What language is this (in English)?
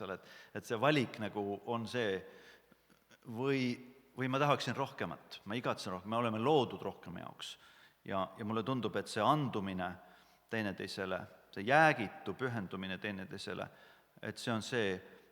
Estonian